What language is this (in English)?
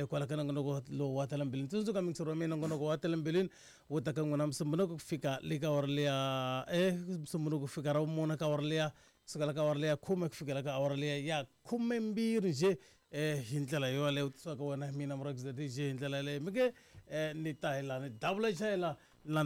Tsonga